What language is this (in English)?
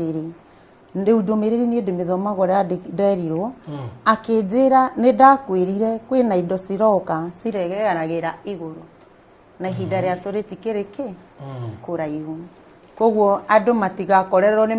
Kikuyu